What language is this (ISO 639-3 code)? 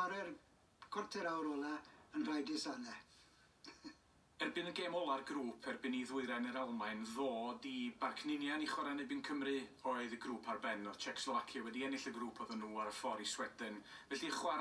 cym